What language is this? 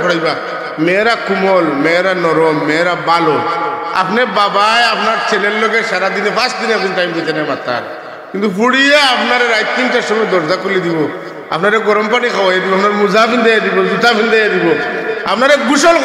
Sylheti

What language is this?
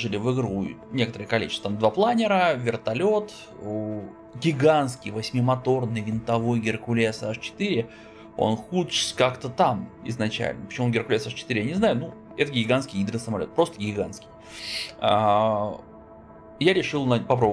Russian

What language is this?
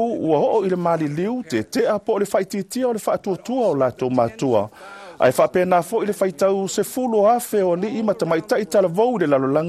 Samoan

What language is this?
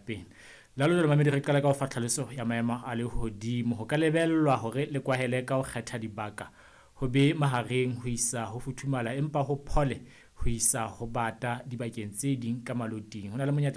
Southern Sotho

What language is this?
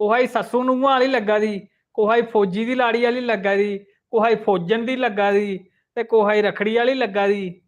Dogri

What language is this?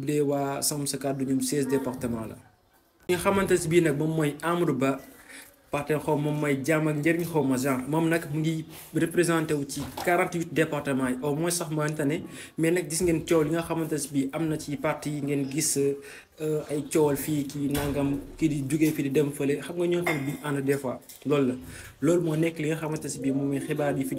Wolof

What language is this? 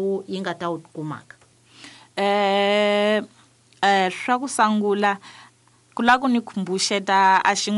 Tsonga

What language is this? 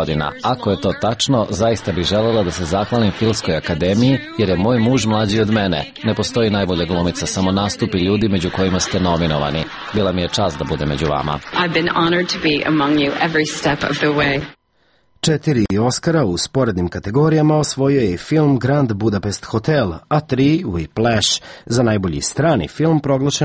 Serbian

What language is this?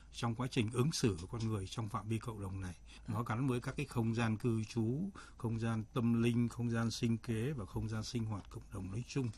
Vietnamese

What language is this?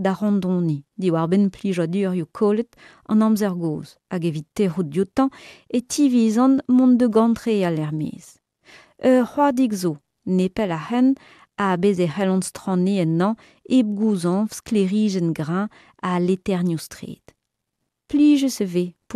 Breton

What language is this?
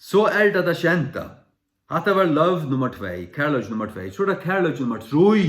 Faroese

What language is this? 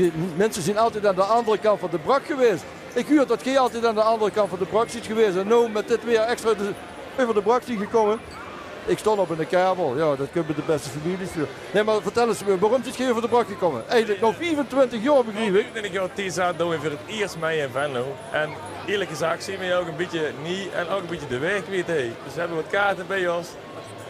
Limburgish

